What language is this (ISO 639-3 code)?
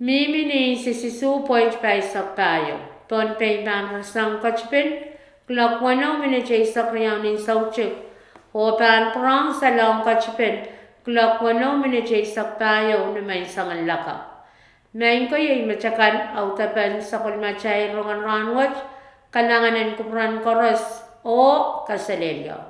pon